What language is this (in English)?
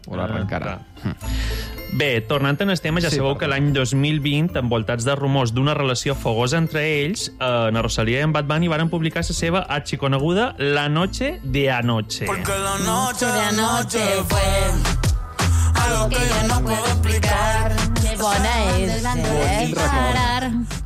Catalan